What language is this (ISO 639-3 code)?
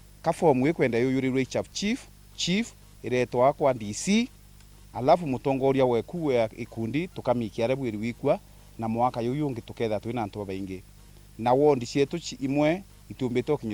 mer